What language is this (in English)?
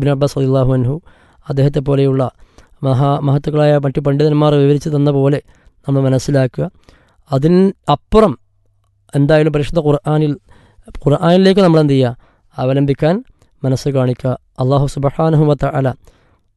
Malayalam